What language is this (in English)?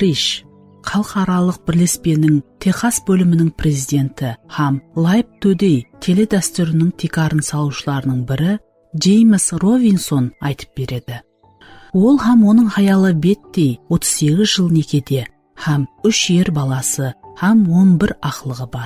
Kara-Kalpak